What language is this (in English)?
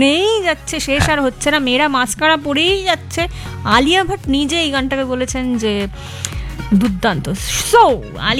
Bangla